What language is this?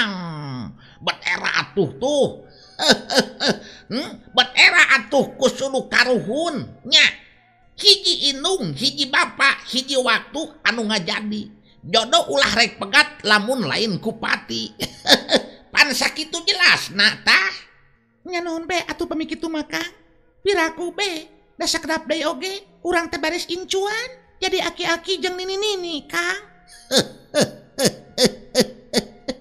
Sundanese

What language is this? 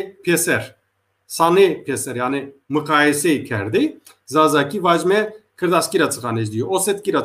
Zaza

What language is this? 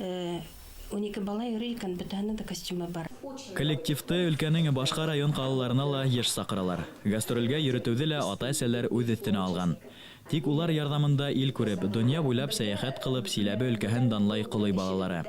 Bashkir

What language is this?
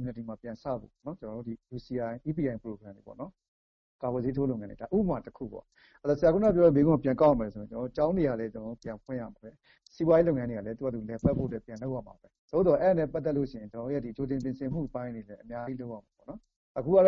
Burmese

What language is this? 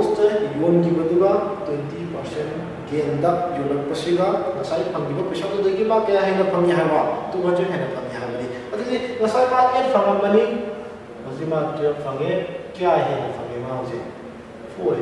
Manipuri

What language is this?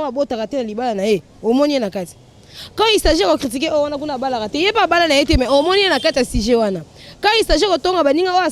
Lingala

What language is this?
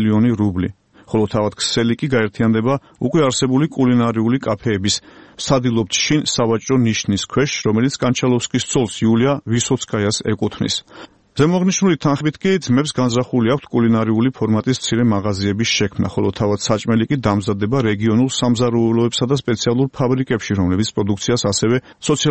Georgian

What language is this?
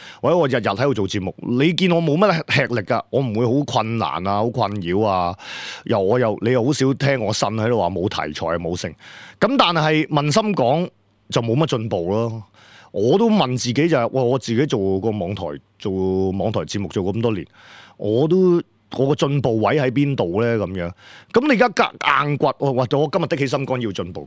Cantonese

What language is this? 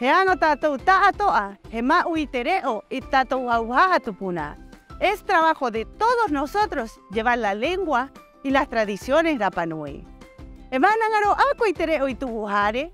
Rapanui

